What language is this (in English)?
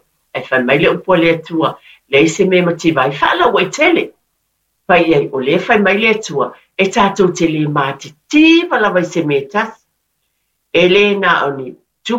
Samoan